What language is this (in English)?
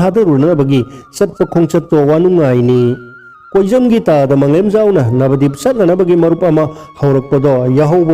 Manipuri